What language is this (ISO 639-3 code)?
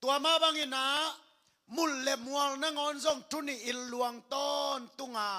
ctd